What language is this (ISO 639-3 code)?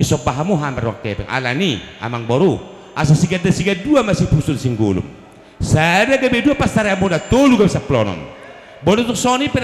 bbc